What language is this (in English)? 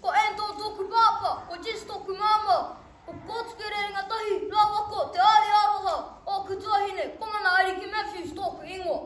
Māori